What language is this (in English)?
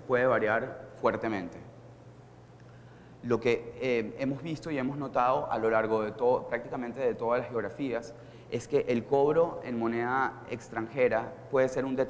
Spanish